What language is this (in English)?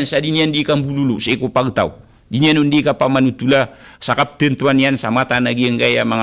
Maranao